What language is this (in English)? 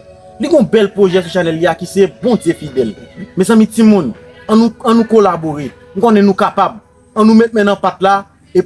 Haitian Creole